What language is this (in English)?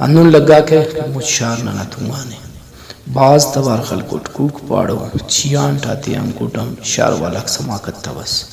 Brahui